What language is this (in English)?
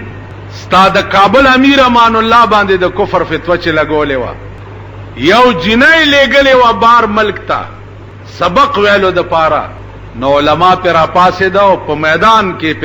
Pashto